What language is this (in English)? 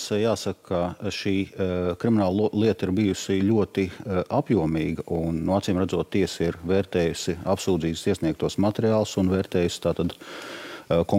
Latvian